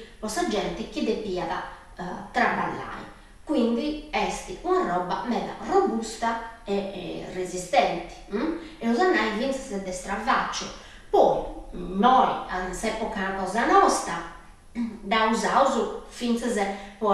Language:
Sardinian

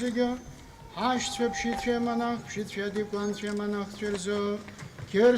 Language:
Abkhazian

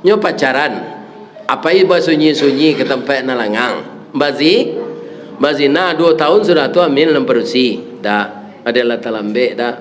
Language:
Minangkabau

